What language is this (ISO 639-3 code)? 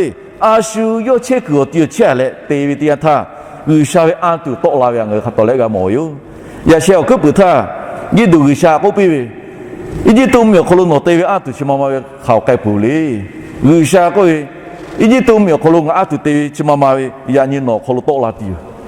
lhu